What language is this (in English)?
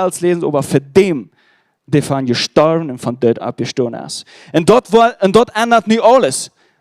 Plautdietsch